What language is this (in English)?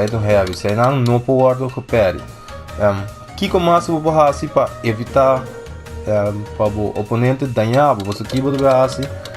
Papiamento